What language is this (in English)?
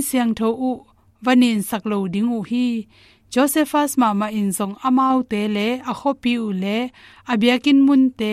Tedim Chin